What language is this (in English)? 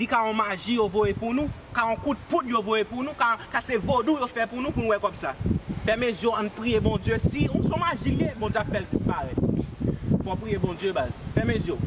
Haitian Creole